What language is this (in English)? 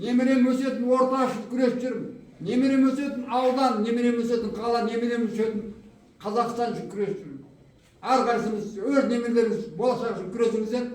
Kazakh